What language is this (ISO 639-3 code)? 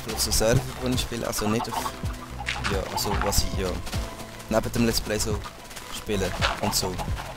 gsw